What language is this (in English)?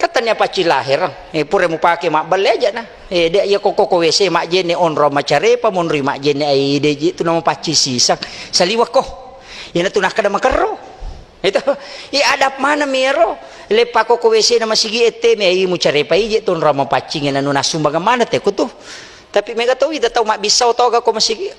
Buginese